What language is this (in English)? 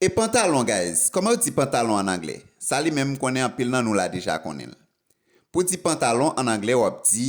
Haitian Creole